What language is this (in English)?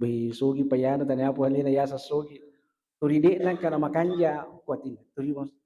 Buginese